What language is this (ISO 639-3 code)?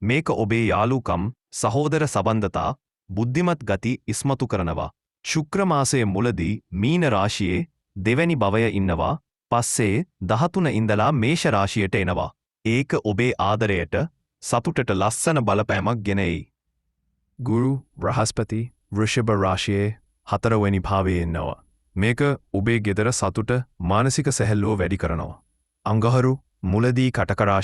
sin